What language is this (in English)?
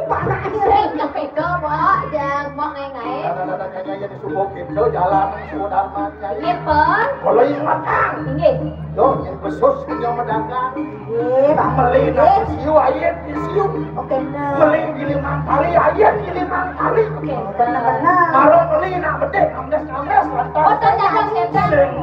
Balinese